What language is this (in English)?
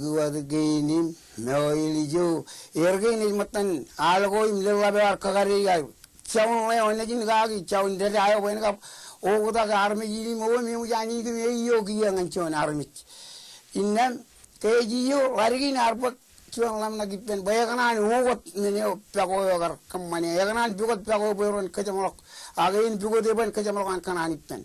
Marshallese